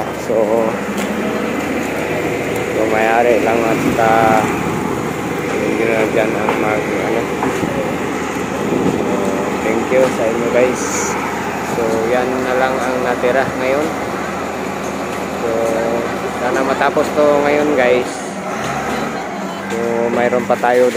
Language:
Filipino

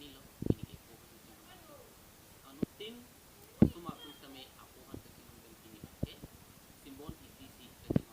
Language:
Karbi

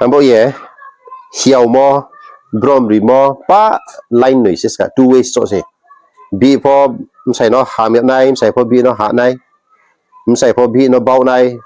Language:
Riang (India)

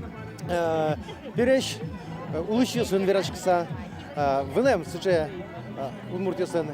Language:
Udmurt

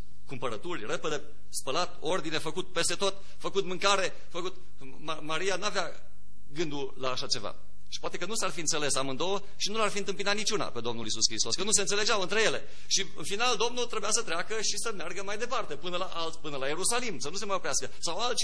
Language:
Romanian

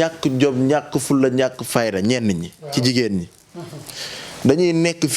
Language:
Wolof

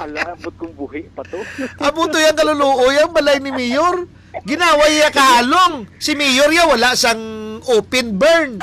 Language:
Hiligaynon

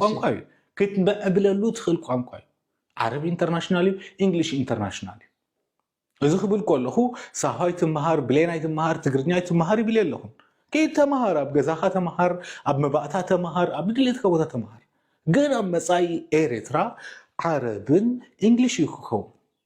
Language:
Tigrinya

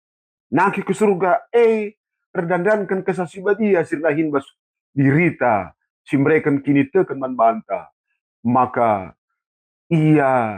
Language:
Batak Karo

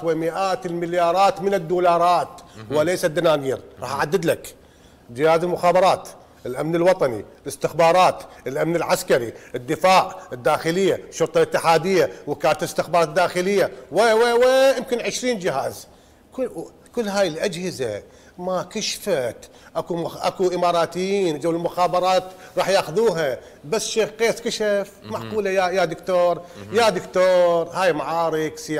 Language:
Mesopotamian Arabic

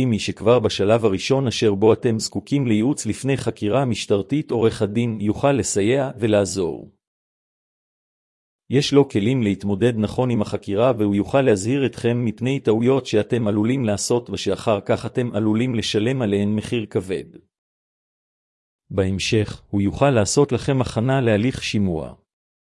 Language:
Hebrew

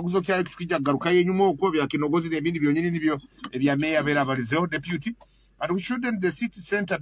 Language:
Nyoro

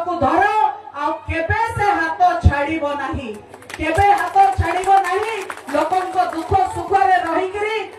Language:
Odia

